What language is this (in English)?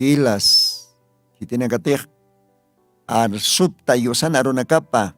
Aymara